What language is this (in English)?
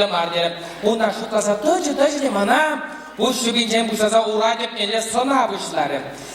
Chuvash